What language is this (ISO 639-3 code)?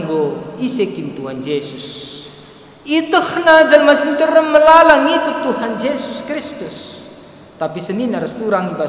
btx